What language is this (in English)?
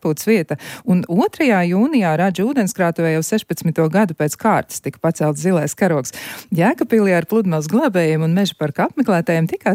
Latvian